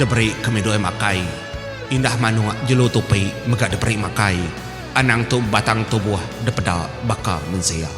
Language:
Iban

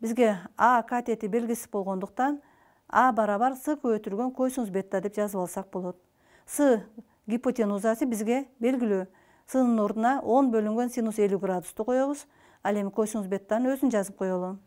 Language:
Kyrgyz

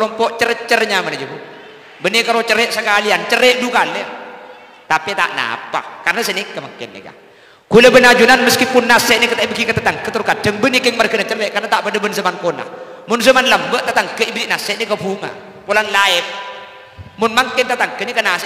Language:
Madurese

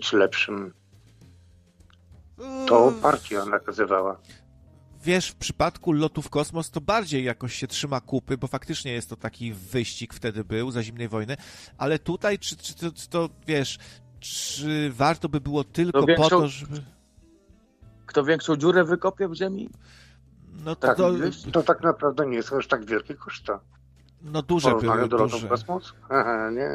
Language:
Polish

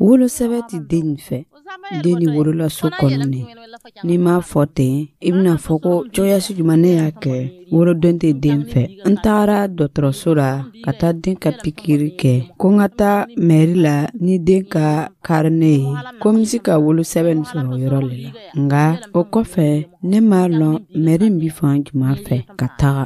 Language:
Dyula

